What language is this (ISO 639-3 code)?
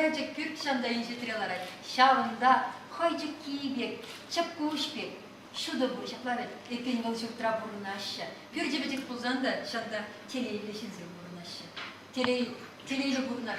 chv